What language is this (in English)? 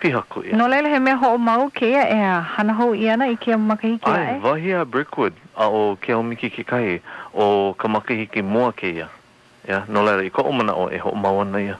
Hawaiian